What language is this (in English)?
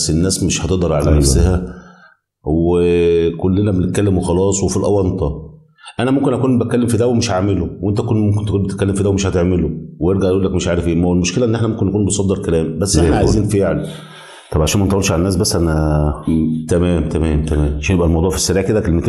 Egyptian Arabic